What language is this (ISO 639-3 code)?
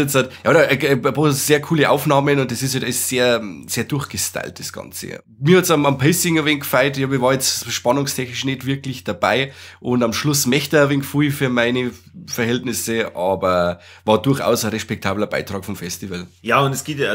bar